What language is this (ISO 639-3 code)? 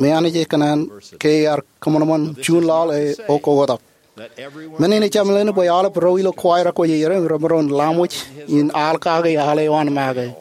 mah